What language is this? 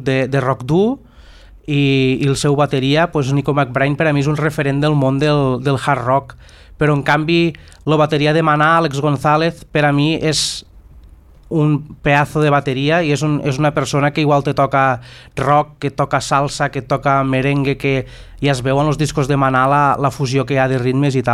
Catalan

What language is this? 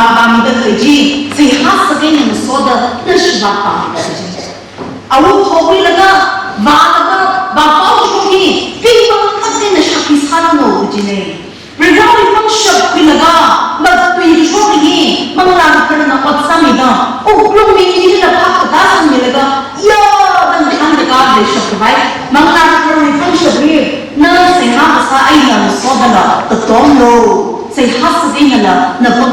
Tangkhul Naga (India)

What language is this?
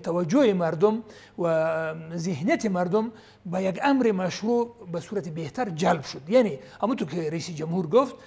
Persian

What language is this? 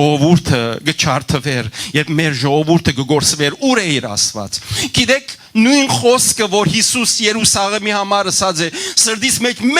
Western Armenian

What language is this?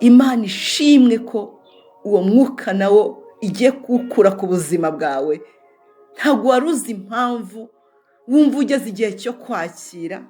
Kinyarwanda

